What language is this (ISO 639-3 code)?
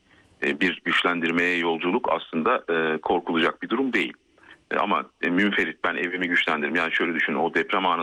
tur